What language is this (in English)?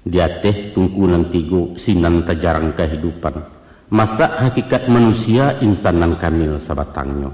Minangkabau